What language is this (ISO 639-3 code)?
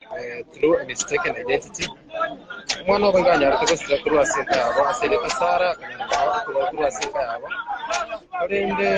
guz